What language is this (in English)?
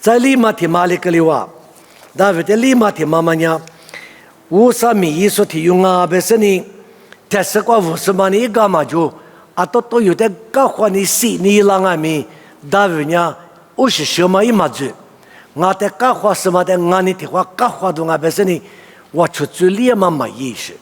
Lisu